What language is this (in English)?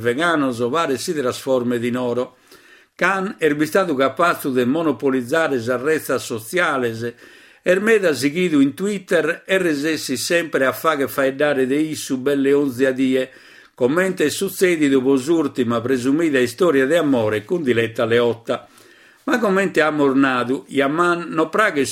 Sardinian